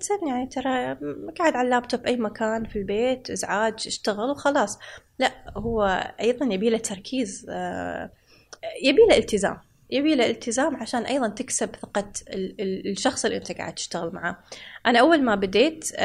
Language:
Gulf Arabic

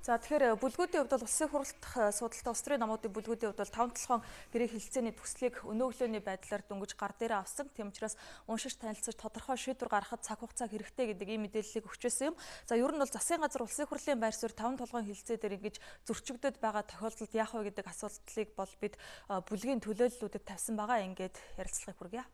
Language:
Mongolian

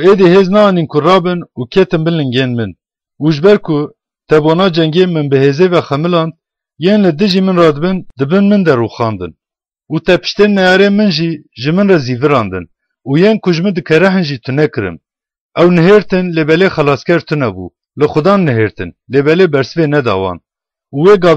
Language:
Kurdish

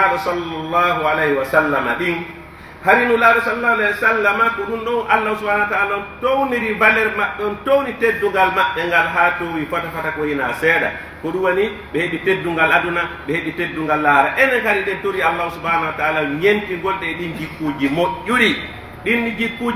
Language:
Pular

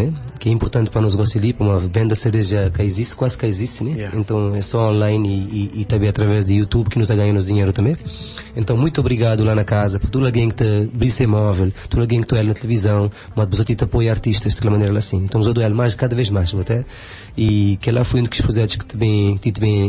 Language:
Kabuverdianu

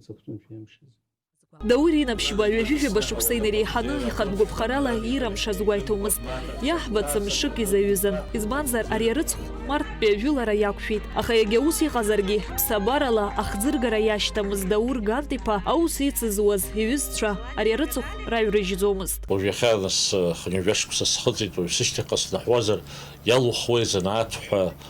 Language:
Abkhazian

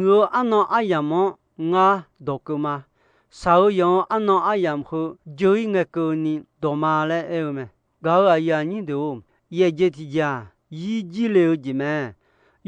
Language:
Akha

